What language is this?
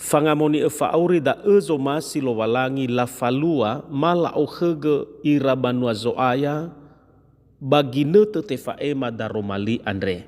Nias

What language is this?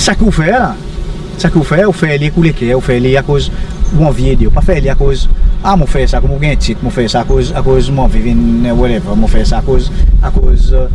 Seselwa Creole French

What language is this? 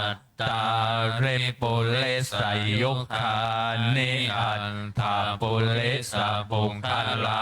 Pali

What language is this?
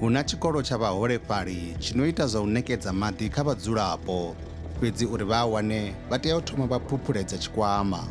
Venda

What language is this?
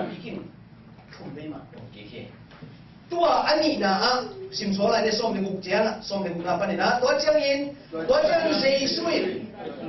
Tedim Chin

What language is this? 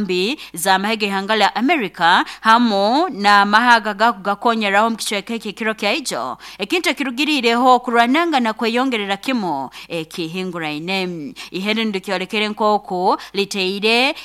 Nyoro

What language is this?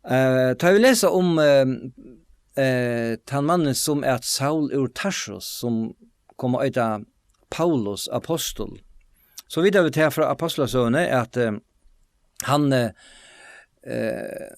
Faroese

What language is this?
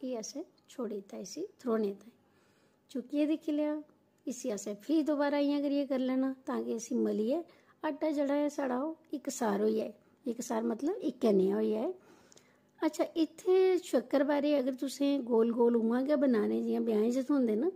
Dogri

